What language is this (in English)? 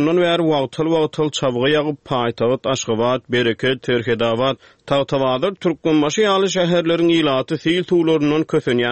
Turkmen